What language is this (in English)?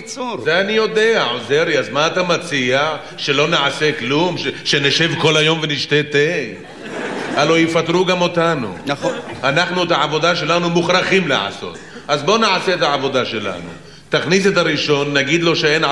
Hebrew